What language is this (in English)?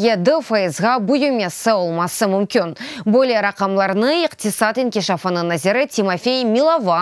Crimean Tatar